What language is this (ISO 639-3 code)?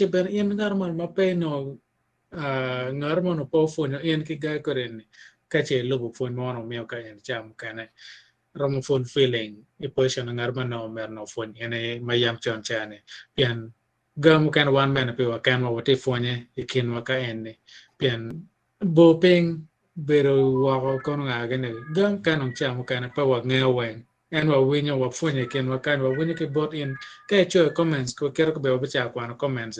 ach